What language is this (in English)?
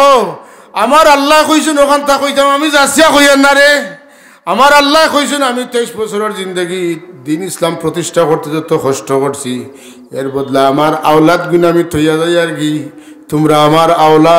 Sylheti